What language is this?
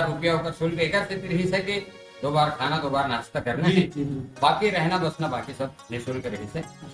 Chhattisgarhi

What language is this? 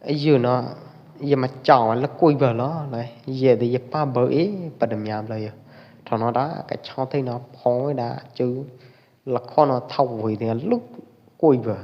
Pwo Eastern Karen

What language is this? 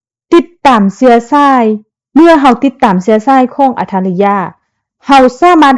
Lao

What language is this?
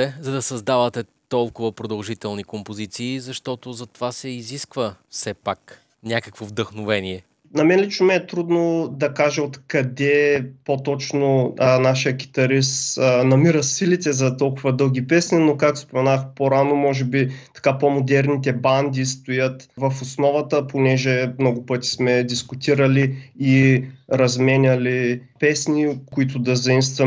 Bulgarian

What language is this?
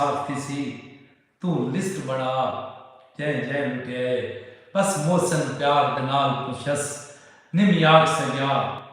Saraiki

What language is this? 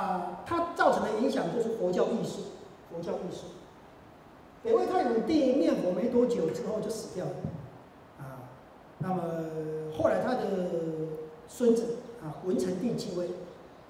Chinese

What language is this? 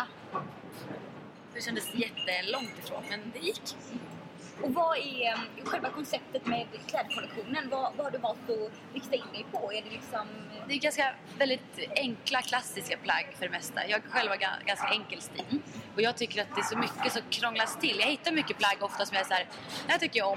Swedish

